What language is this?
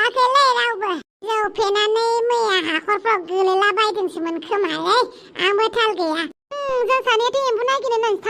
Bodo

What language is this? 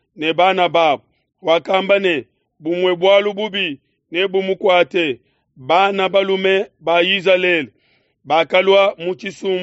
Luba-Lulua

